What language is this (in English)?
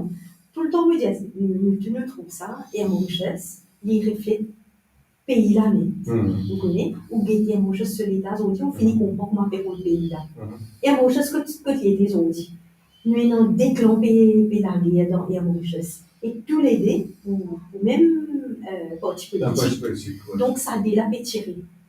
Morisyen